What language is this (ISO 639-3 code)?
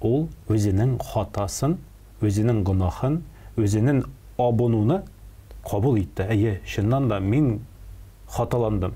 tat